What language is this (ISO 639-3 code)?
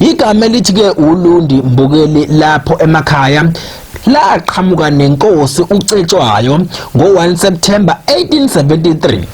zul